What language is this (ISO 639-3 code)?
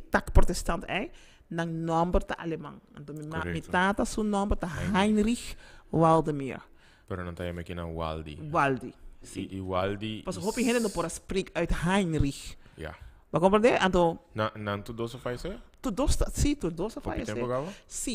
pap